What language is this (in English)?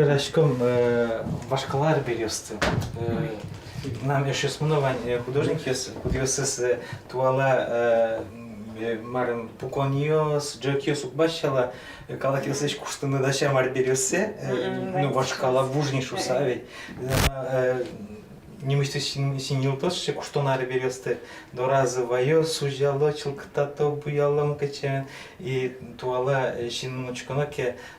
Udmurt